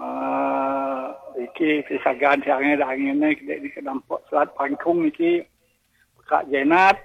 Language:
Balinese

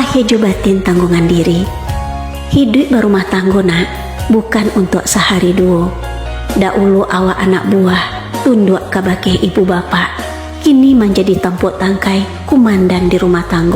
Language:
Minangkabau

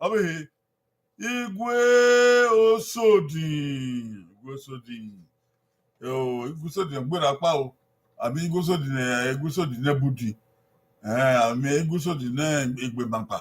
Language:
Bini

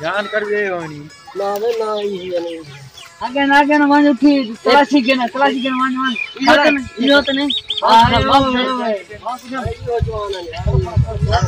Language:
Saraiki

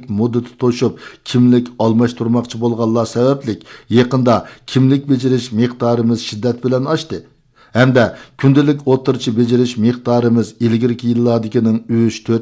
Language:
Uyghur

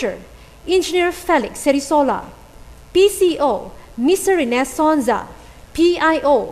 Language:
Hiligaynon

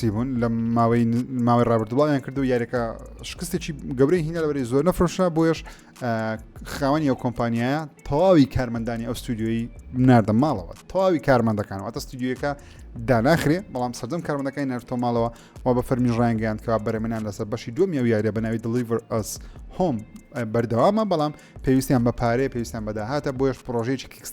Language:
Central Kurdish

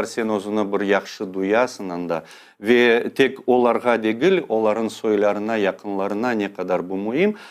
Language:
Crimean Tatar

